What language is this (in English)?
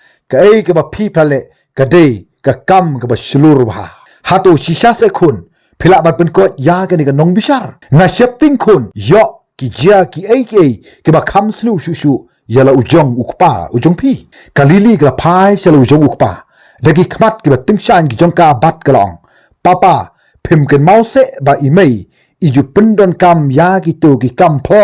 Khasi